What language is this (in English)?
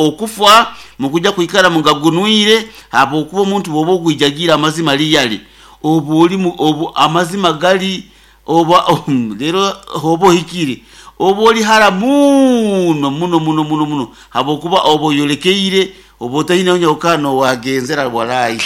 Nyankole